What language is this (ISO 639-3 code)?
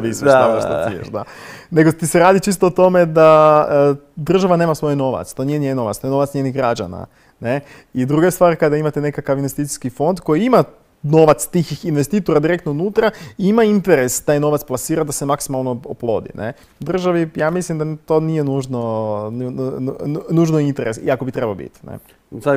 hrv